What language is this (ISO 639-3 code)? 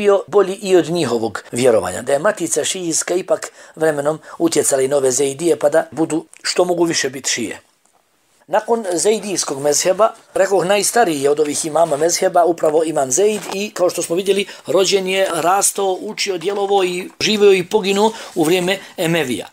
bos